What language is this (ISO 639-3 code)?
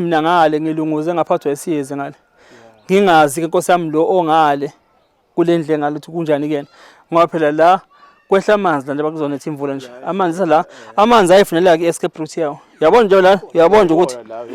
zul